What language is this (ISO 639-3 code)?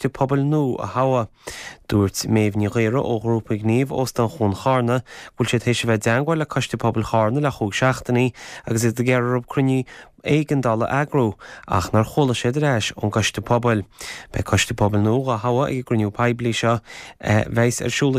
gle